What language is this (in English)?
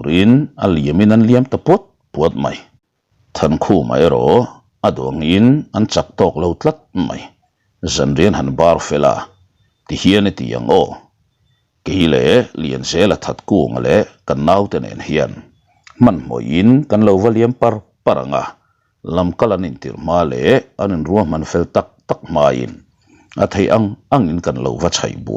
Mizo